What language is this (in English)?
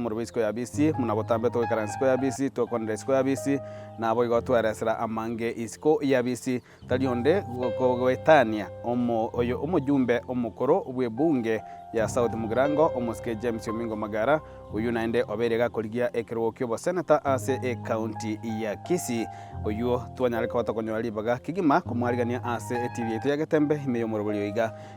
Gusii